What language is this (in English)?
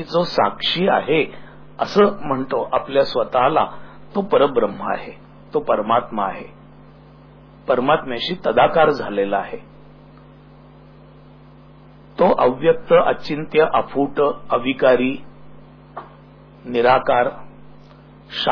Marathi